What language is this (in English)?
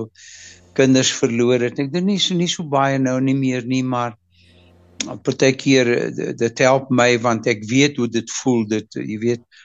Afrikaans